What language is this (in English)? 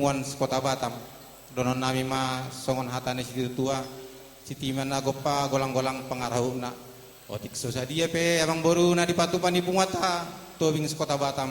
Batak Toba